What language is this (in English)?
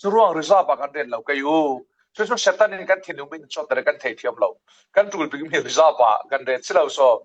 Falam Chin